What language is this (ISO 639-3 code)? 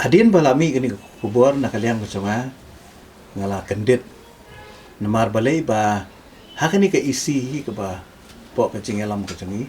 kha